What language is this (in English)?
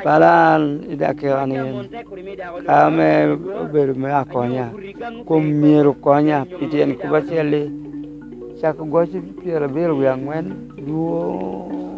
Lango (Uganda)